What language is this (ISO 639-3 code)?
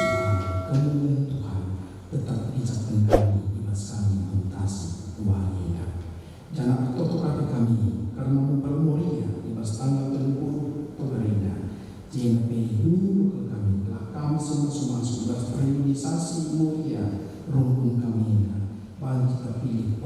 btx